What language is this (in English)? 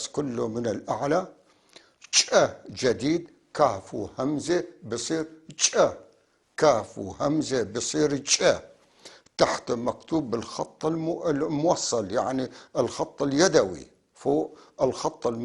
North Levantine Arabic